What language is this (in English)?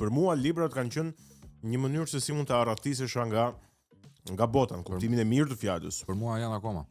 Albanian